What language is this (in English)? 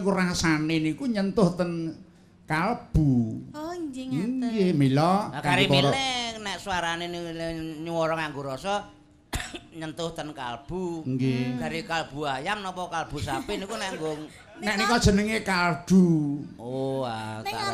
Javanese